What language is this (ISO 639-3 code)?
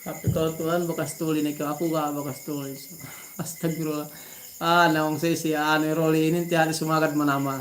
yka